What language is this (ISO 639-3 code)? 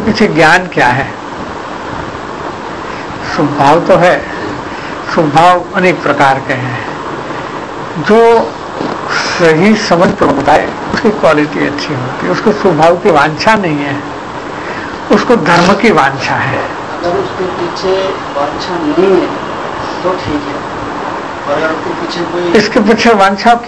hin